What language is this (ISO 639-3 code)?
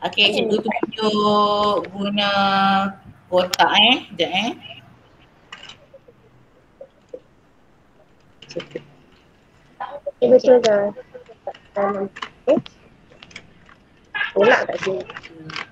msa